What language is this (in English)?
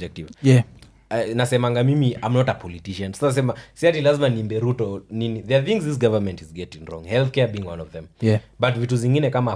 Swahili